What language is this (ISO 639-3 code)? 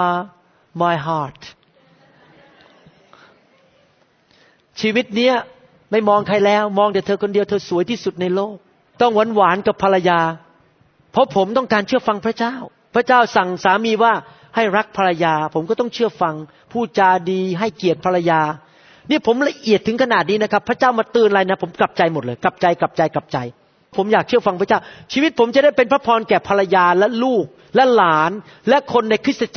tha